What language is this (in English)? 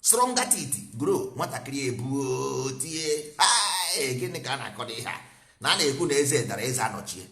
Igbo